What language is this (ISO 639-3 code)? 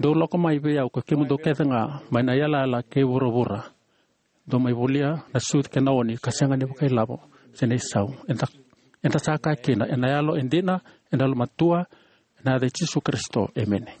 fij